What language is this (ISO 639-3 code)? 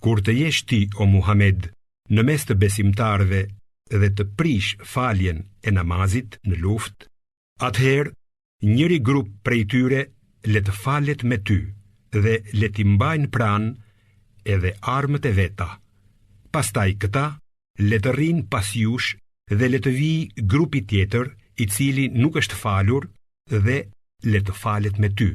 sqi